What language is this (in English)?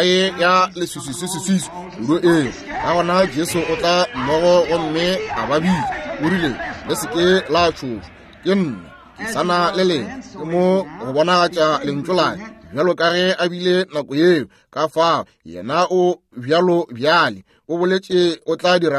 Northern Sotho